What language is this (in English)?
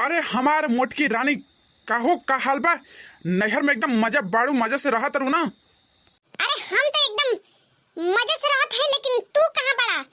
Bhojpuri